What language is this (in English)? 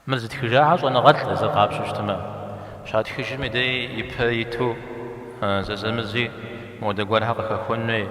Kabardian